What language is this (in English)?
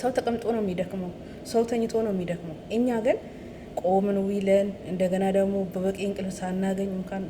Amharic